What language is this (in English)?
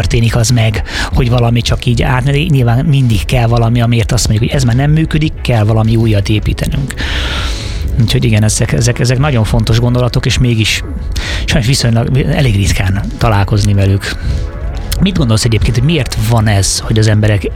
Hungarian